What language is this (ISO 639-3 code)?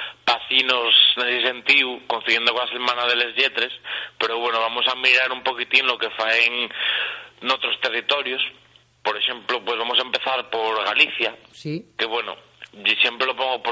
ast